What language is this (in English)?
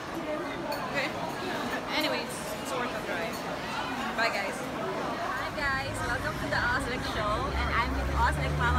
English